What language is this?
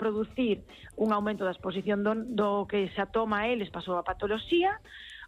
Galician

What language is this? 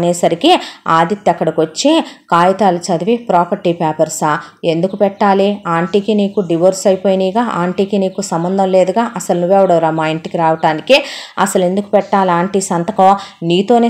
Telugu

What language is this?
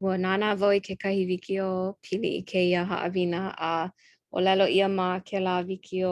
Hawaiian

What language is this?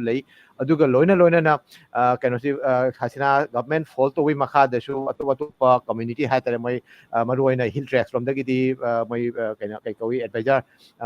Manipuri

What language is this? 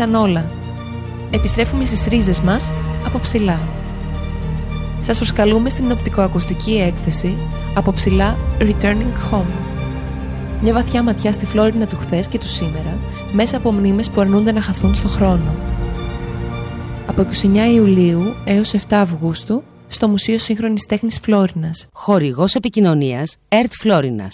Greek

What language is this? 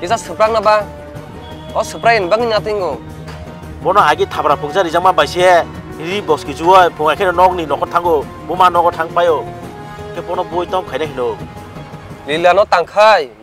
Kok Borok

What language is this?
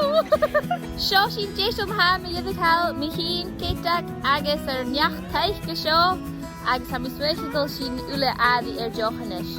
Scottish Gaelic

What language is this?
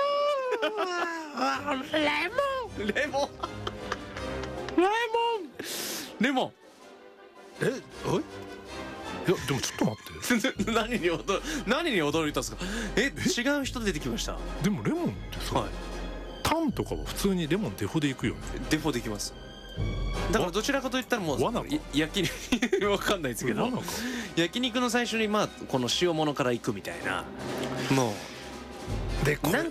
Japanese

